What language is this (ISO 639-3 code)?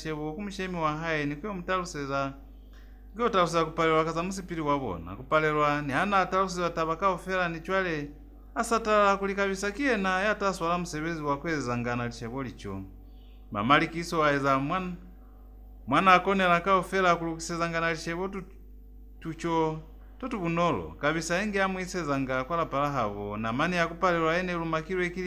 loz